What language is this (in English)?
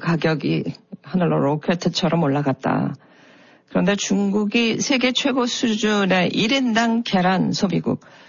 Korean